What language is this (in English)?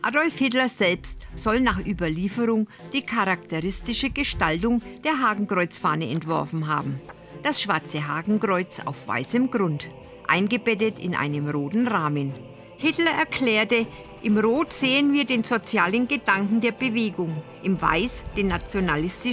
German